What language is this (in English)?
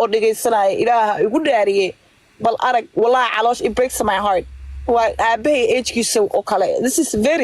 Somali